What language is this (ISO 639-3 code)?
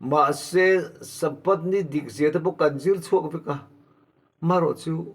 lus